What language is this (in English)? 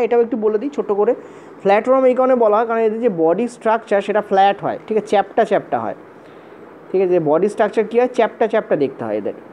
Bangla